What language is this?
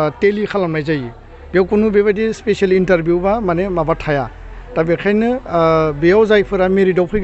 Bodo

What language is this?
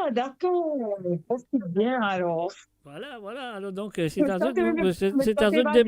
Morisyen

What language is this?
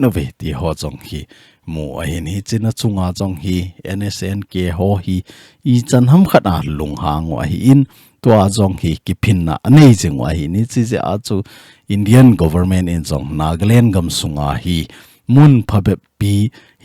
Thado Chin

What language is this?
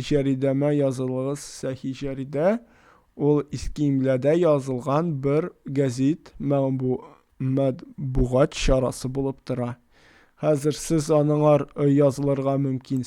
Tatar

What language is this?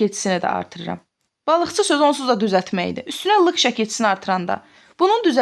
Azerbaijani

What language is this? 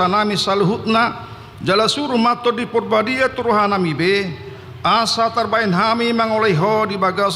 Batak Toba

